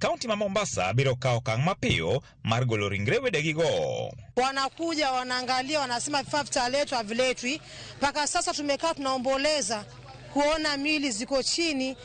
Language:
Luo (Kenya and Tanzania)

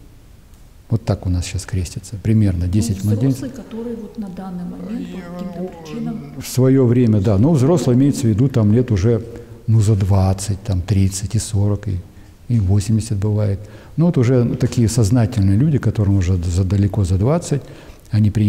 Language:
Russian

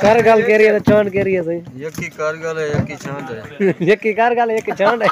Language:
Saraiki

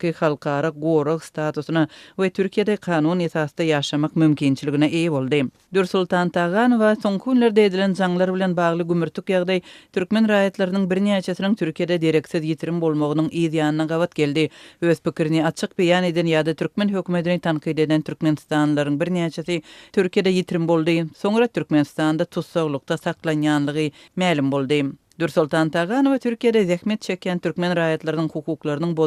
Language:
Turkmen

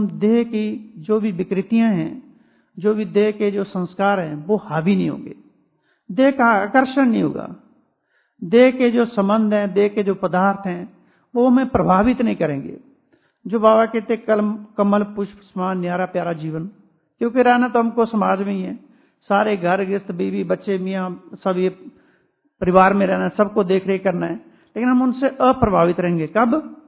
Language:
Hindi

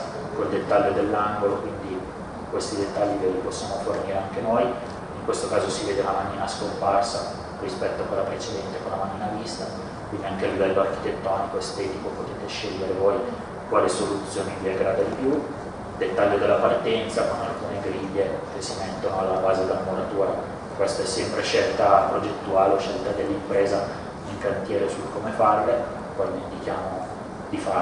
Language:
Italian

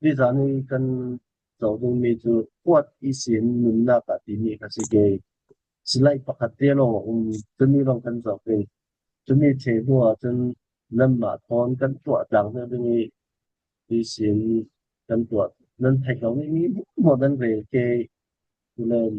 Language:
Falam Chin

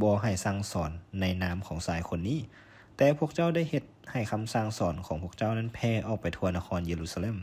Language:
Lao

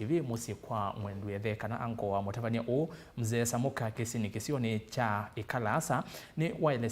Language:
Kamba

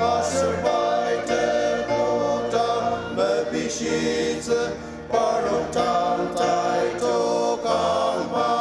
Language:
Ao Naga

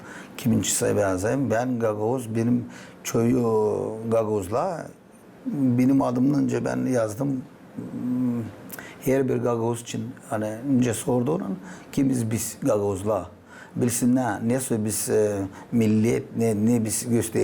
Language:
Gagauz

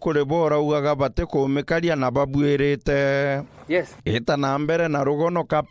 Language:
Meru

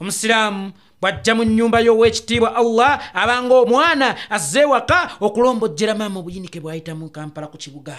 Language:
Ganda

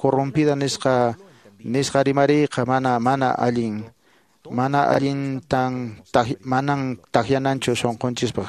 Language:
Quechua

